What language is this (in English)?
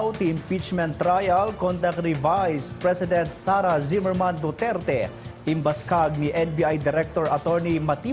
Iloko